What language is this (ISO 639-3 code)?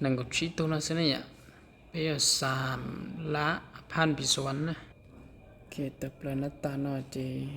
hmn